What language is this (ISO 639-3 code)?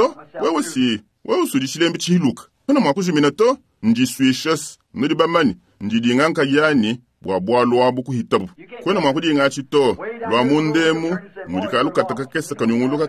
lua